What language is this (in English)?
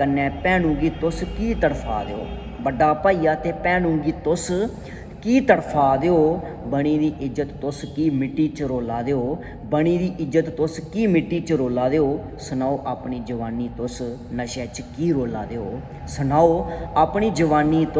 Dogri